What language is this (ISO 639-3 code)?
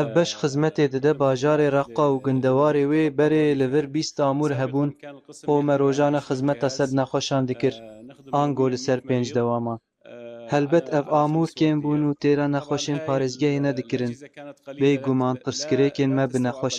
kur